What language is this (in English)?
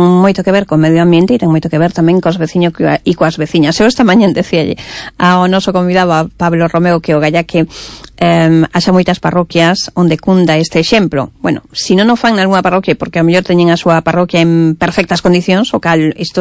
Galician